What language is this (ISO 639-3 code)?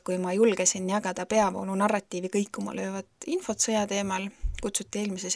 est